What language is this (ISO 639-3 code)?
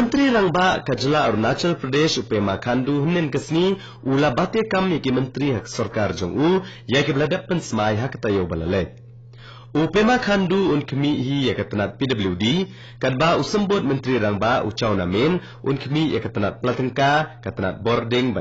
kha